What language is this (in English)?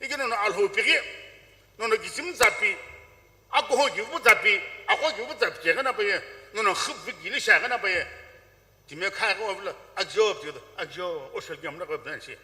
Sumi Naga